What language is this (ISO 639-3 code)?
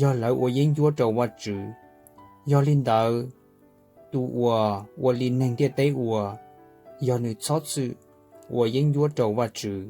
hmn